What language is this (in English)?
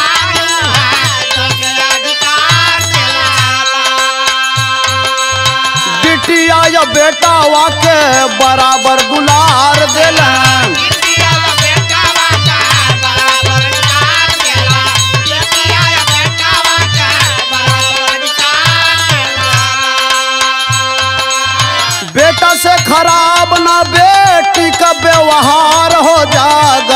Bhojpuri